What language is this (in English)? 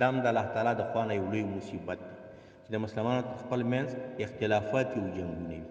Pashto